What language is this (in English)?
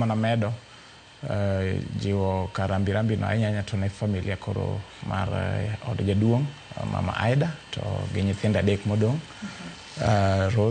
Luo (Kenya and Tanzania)